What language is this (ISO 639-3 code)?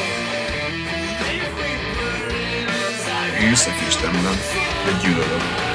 hun